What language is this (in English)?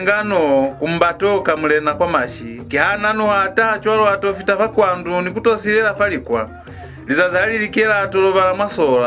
Lozi